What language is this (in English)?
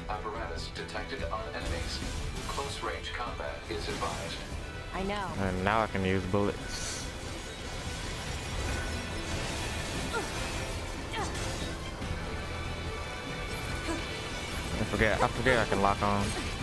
English